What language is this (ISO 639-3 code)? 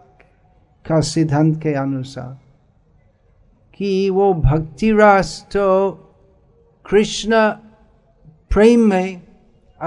hin